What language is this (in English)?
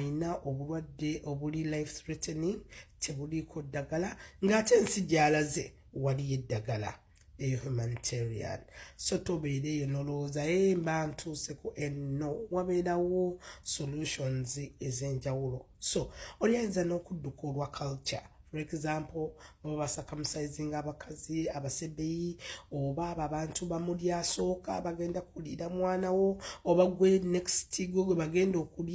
Ganda